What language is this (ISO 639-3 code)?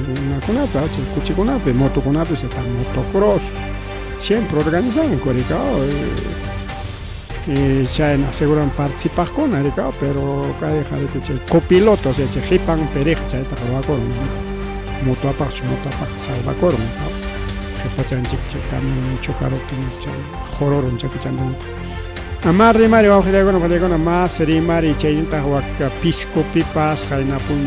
quy